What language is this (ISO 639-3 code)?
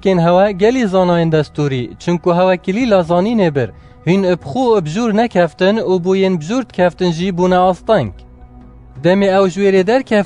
kur